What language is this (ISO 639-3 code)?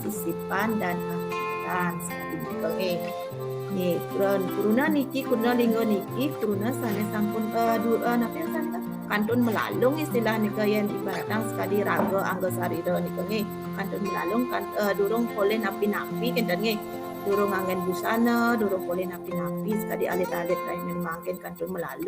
ban